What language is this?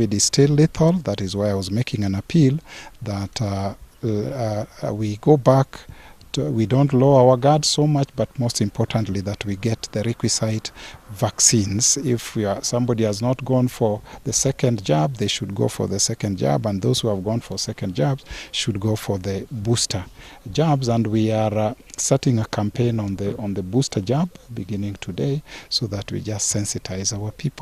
Gusii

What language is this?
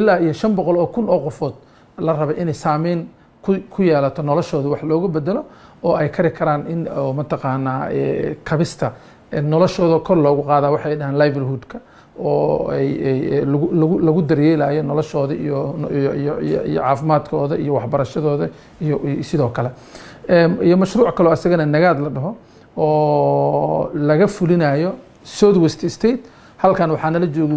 Somali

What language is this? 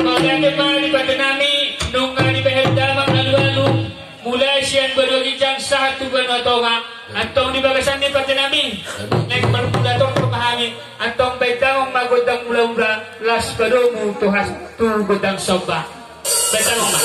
Batak Toba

